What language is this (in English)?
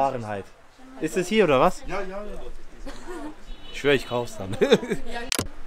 German